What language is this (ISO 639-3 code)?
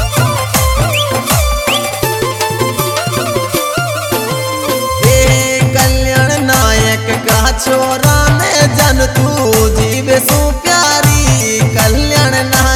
bho